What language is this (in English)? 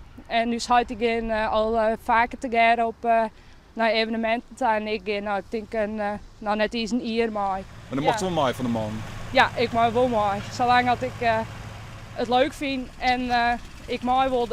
Western Frisian